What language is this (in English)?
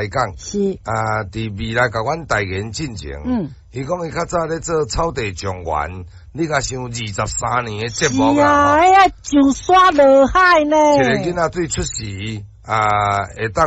Min Nan Chinese